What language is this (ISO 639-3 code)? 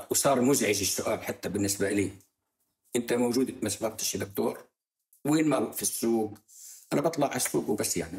apc